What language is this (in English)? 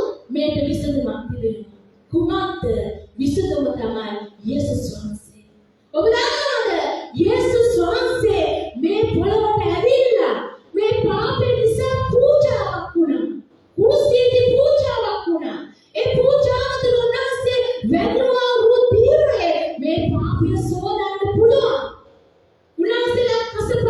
Sinhala